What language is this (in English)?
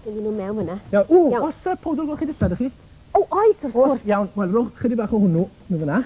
Welsh